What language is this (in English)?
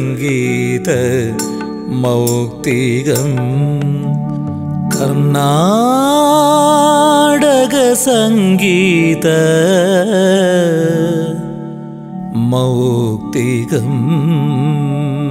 Malayalam